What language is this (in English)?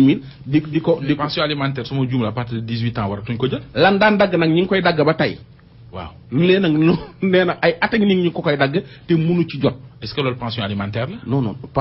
Wolof